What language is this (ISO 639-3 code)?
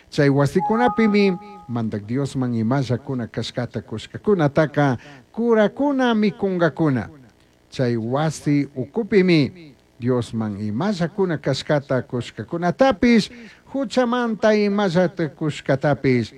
qug